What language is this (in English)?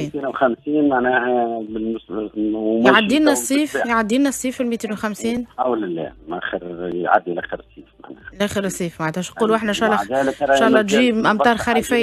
Tunisian Arabic